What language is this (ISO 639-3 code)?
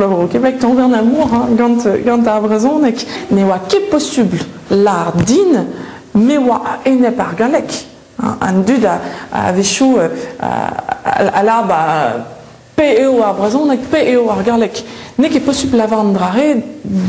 bre